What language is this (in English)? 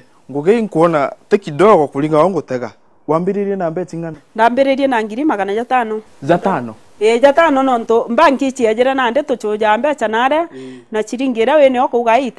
Meru